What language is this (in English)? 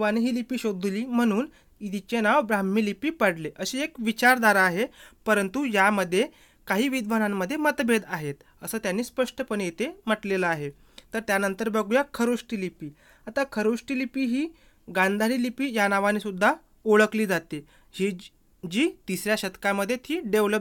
Marathi